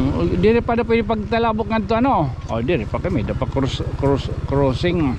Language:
Waray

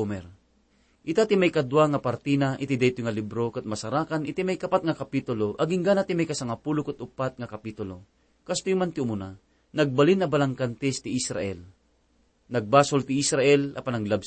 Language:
Iloko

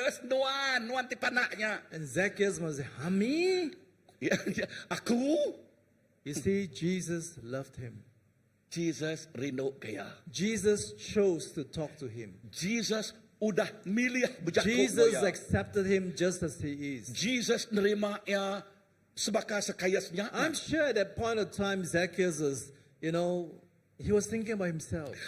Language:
Iban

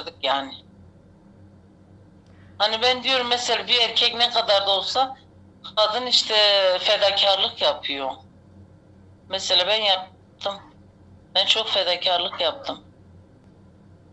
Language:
Turkish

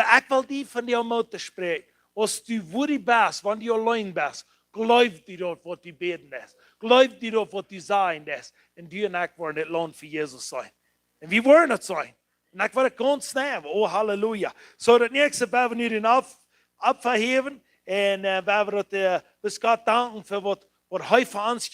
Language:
Plautdietsch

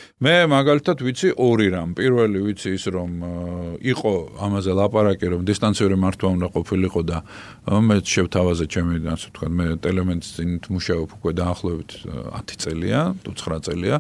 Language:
Georgian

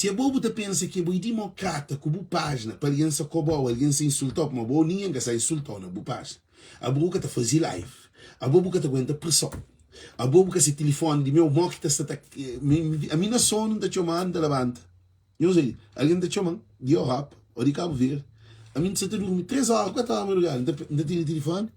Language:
Kabuverdianu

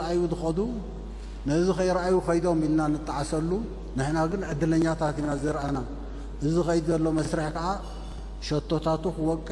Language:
Tigrinya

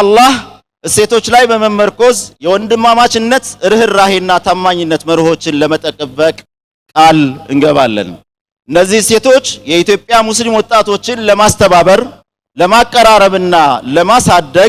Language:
Amharic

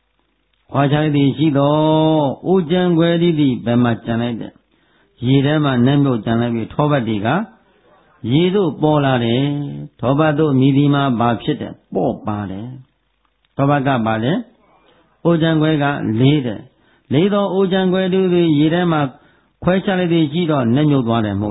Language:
Burmese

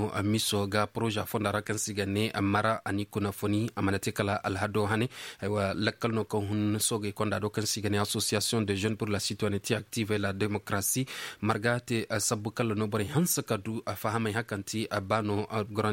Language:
Zarma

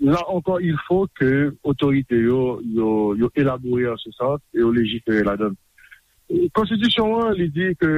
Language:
Haitian Creole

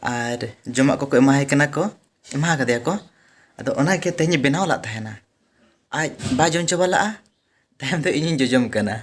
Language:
Santali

